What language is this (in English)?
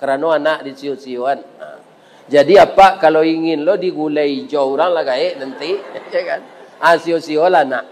Minangkabau